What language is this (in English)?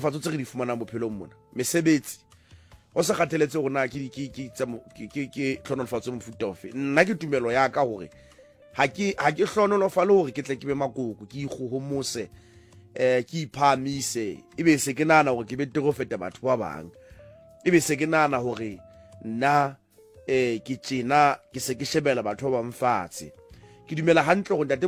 Southern Sotho